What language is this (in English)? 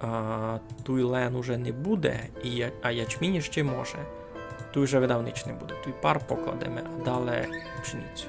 Rusyn